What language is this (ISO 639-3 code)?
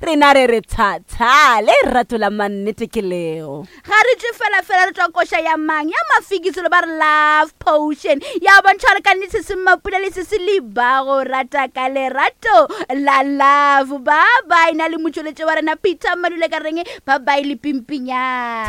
nso